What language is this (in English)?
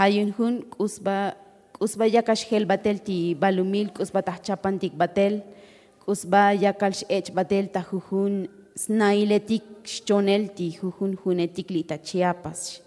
Tzotzil